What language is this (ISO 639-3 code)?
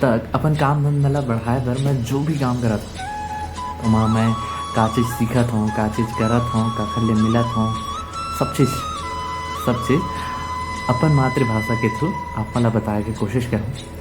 hne